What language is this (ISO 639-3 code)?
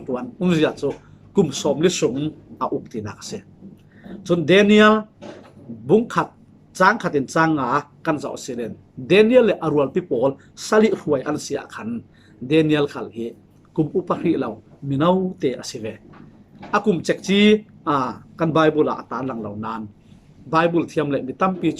cfm